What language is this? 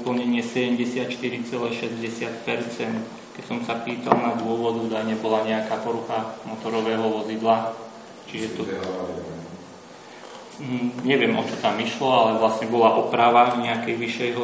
Slovak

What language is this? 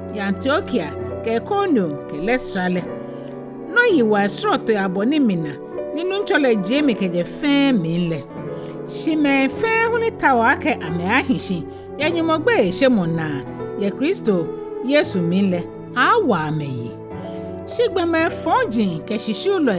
Ga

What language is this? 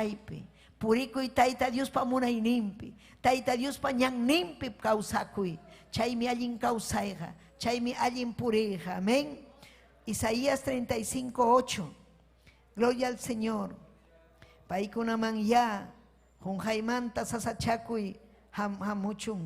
Ayacucho Quechua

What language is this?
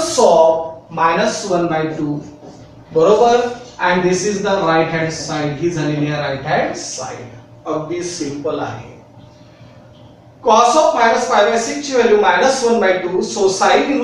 Marathi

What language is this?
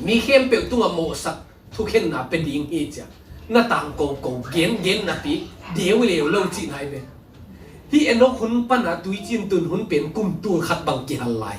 Tedim Chin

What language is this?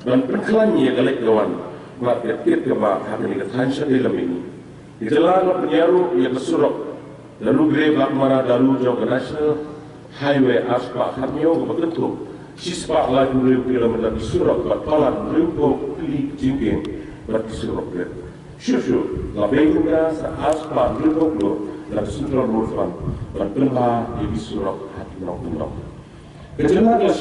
Khasi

